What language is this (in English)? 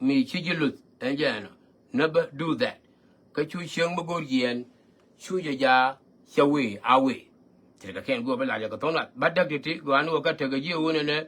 Nuer